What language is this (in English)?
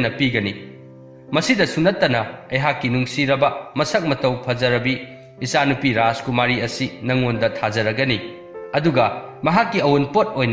Manipuri